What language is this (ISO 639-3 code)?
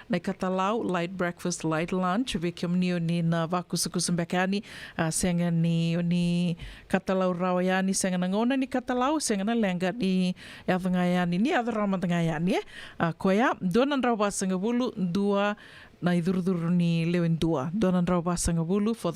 fij